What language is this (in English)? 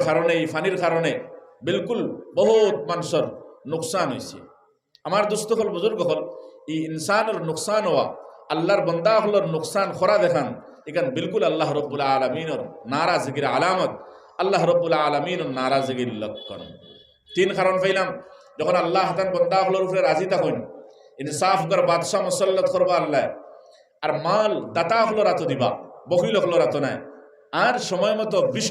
Sylheti